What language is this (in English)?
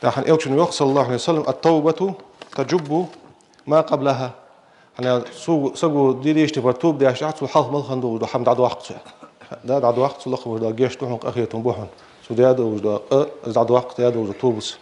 Ingush